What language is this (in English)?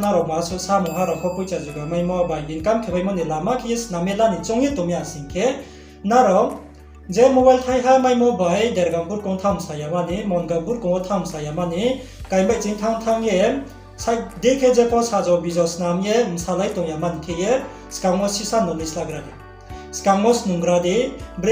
Riang (India)